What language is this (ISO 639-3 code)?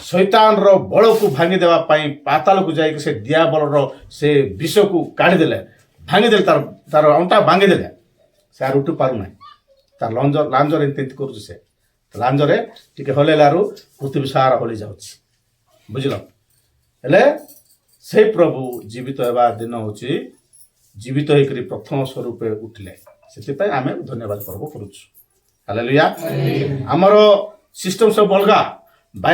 ori